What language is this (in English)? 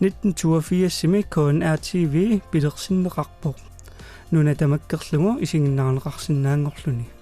Kalaallisut